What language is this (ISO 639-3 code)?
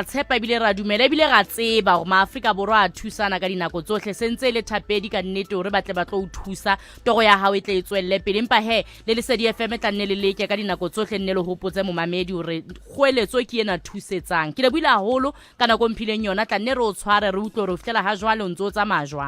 sot